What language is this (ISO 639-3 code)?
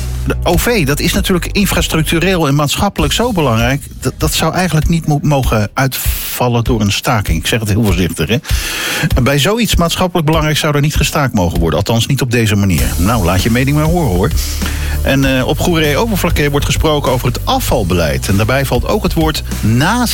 nld